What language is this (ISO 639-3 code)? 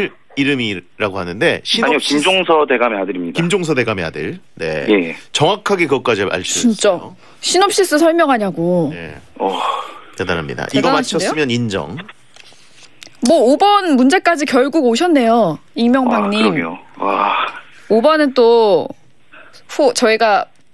kor